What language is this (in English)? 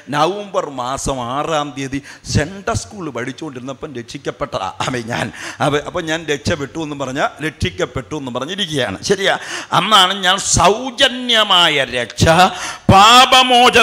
Malayalam